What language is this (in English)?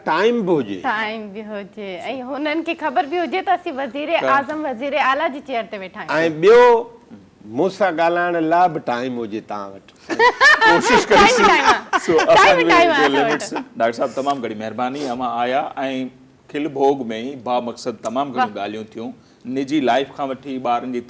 Sindhi